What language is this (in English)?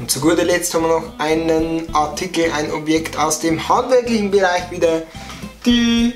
Bavarian